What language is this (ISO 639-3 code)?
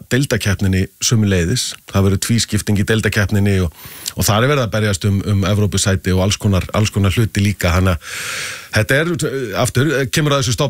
isl